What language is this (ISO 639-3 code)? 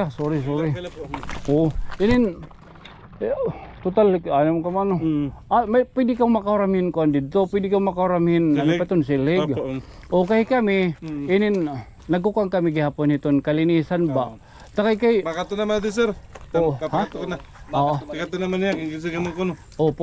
war